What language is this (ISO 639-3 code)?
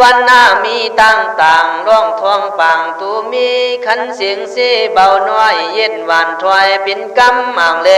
kkh